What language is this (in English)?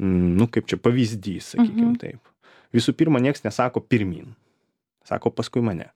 Lithuanian